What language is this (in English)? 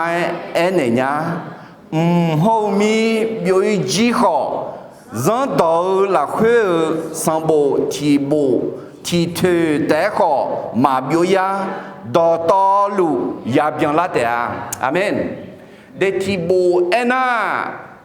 Akha